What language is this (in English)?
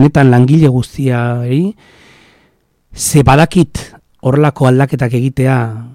Basque